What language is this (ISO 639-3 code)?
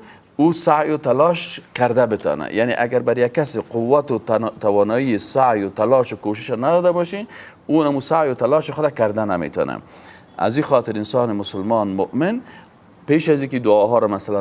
fas